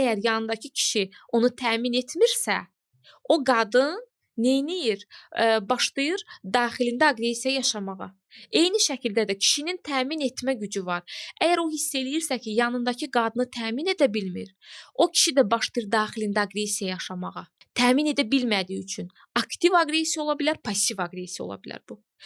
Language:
Azerbaijani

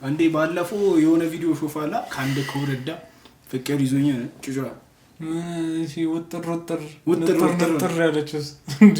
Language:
Amharic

